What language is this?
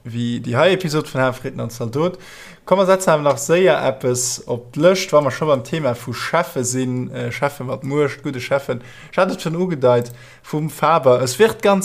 Luxembourgish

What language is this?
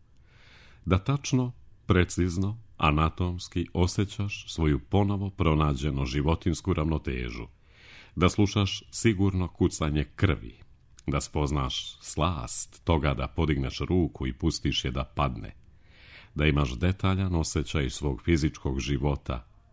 Serbian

